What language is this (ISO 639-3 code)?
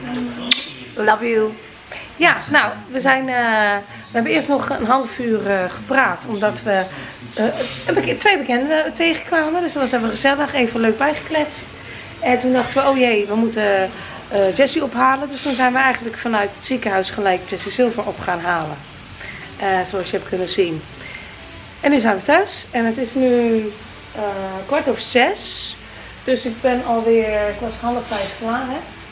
nld